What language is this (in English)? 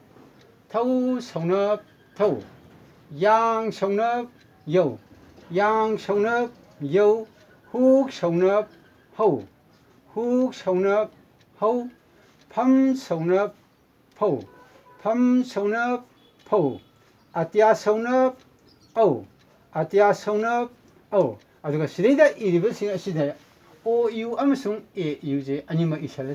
Manipuri